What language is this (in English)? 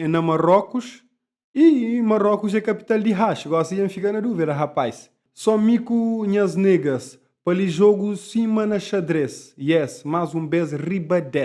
Kabuverdianu